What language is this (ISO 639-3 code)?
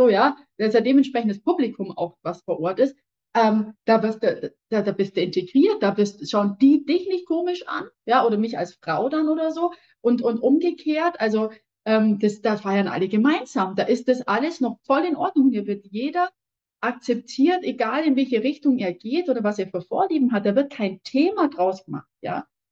deu